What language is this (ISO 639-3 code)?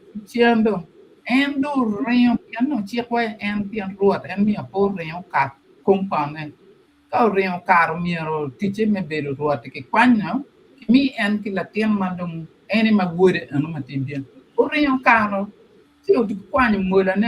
ach